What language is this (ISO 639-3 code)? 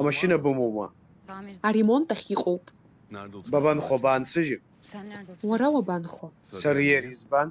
abk